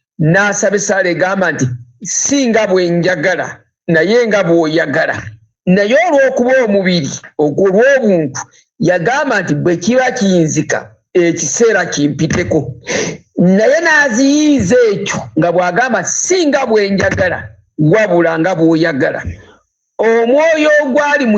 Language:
Ganda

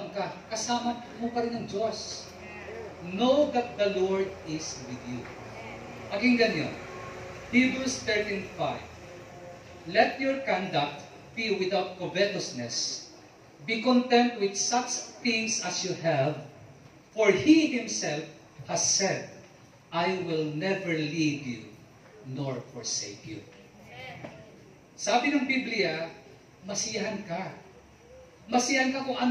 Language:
Filipino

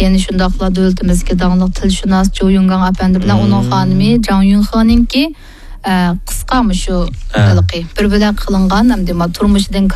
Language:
Uyghur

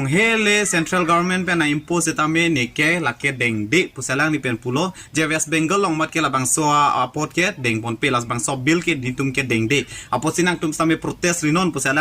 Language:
Karbi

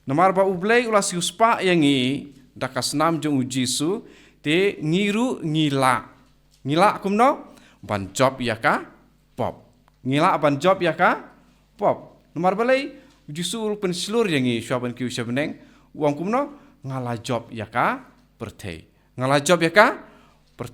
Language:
Khasi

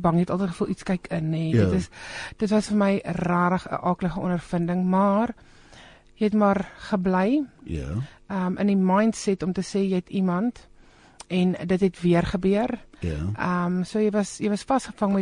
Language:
Afrikaans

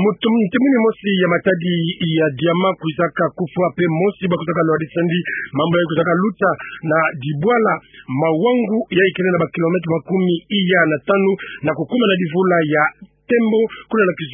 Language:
Kituba (Democratic Republic of Congo)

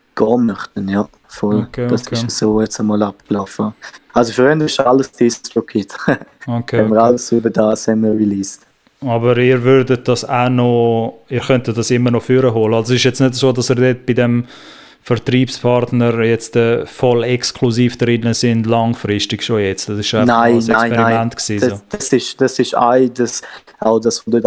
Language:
Swiss German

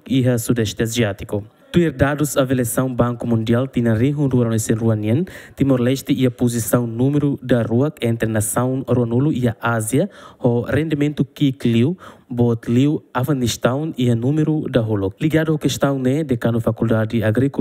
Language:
Tetum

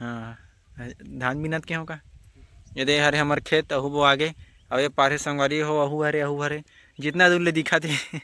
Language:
Chhattisgarhi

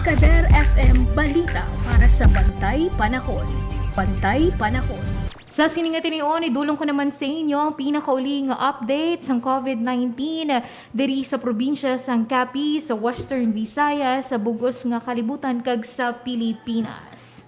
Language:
Hiligaynon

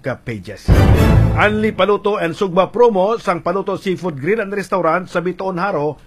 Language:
Hiligaynon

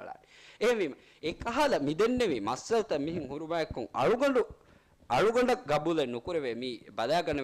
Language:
Divehi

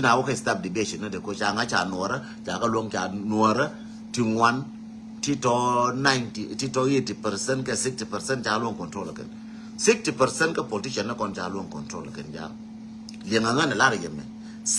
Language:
Nuer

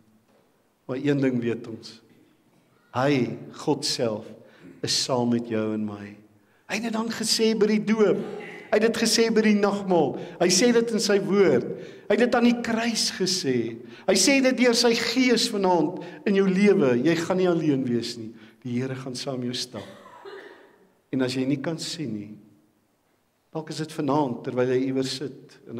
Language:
Afrikaans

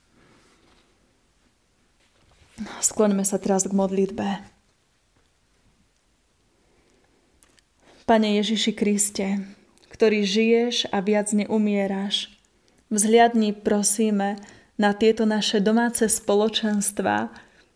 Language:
Slovak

